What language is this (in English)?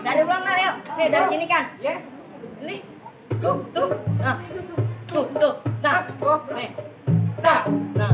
Betawi